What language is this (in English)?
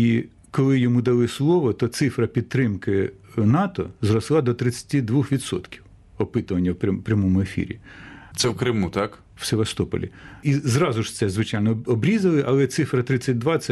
Ukrainian